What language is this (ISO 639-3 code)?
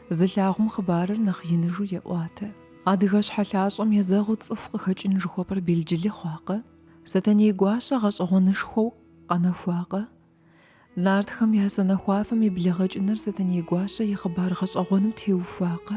kbd